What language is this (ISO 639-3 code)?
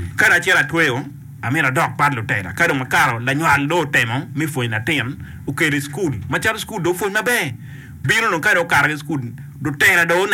ach